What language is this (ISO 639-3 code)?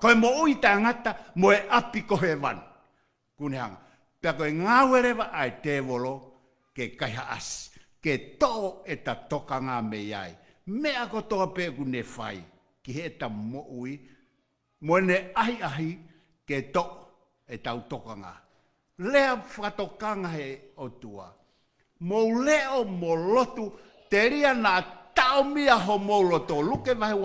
ton